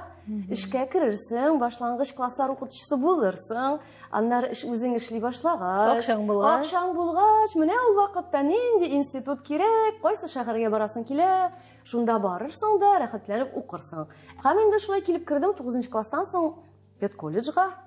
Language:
Tatar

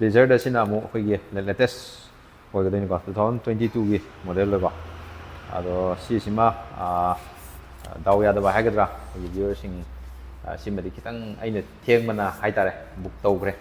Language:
Manipuri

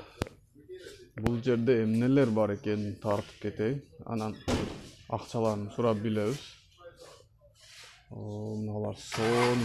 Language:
Kyrgyz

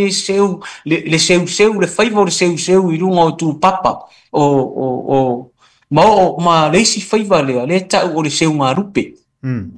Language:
Samoan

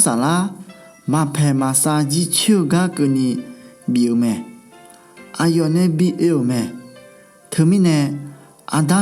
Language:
Akha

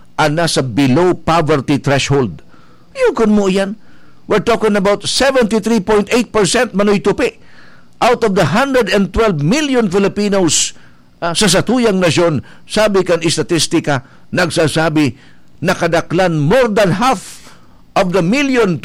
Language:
Bikol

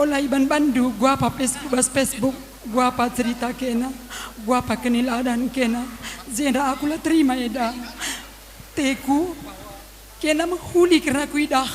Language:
Batak Karo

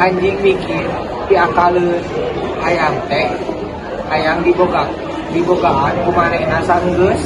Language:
Sundanese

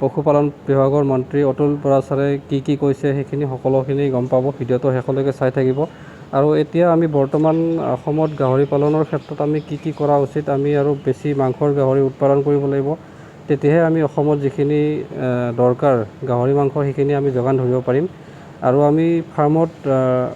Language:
Assamese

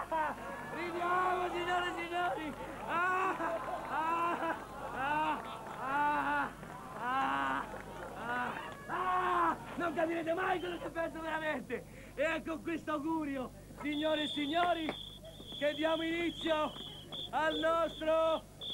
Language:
Italian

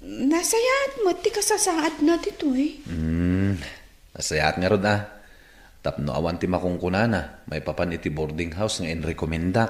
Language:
Iloko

